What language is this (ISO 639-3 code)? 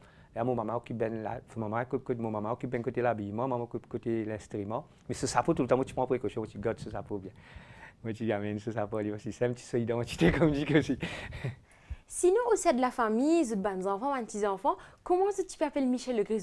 fra